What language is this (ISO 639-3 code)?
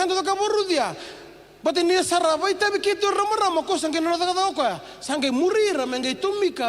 fij